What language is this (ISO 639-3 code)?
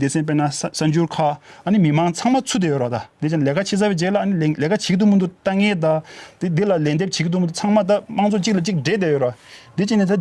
bod